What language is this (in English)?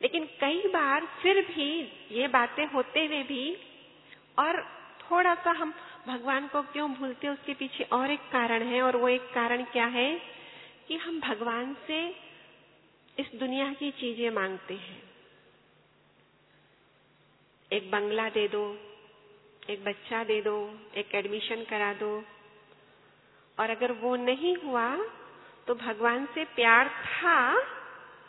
Hindi